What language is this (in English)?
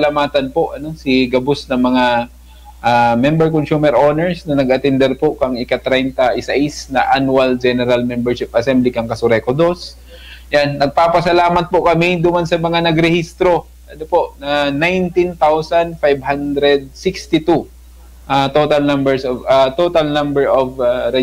Bikol